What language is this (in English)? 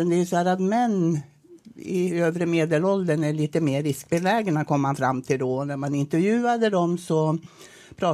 Swedish